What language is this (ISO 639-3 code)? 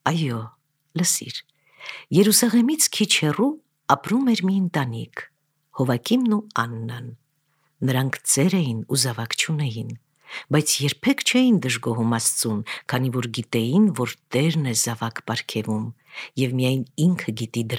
hye